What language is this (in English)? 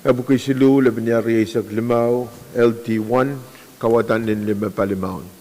Pohnpeian